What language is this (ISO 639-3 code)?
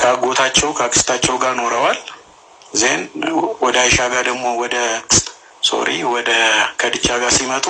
amh